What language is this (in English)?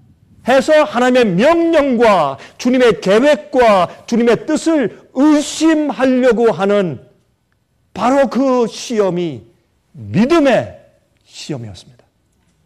Korean